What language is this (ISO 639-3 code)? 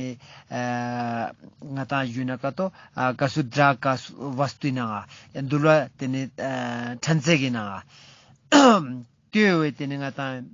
lbj